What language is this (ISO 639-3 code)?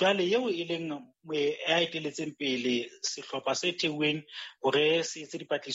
sot